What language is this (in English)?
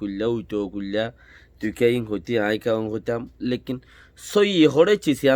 Rohingya